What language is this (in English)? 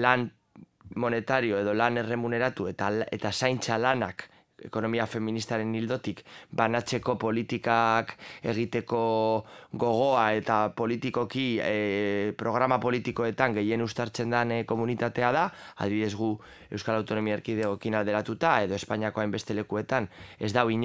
Basque